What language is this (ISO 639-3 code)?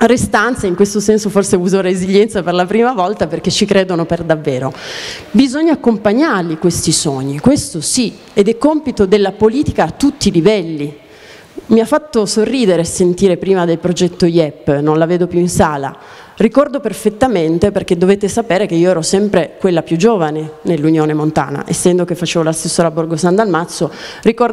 ita